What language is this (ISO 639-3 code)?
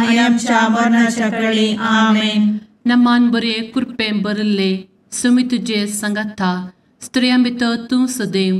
kok